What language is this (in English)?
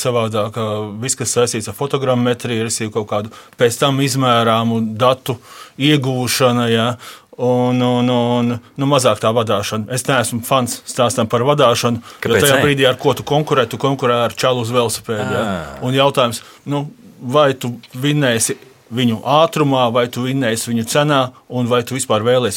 Latvian